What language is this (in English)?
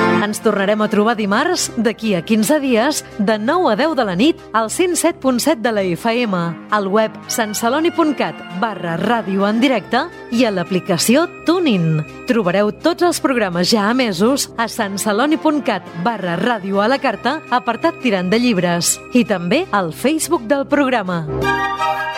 Catalan